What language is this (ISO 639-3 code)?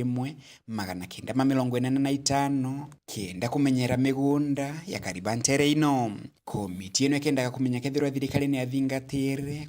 mer